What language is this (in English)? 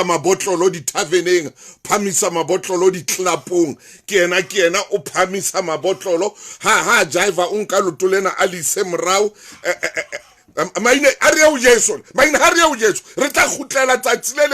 Southern Sotho